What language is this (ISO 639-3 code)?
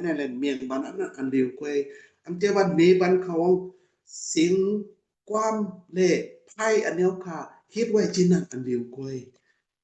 shn